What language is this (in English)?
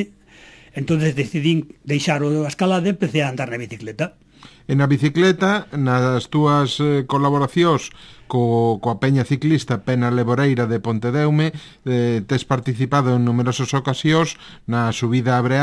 Galician